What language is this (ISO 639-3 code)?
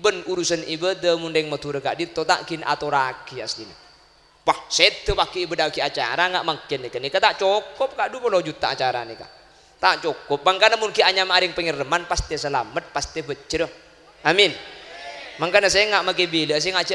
mad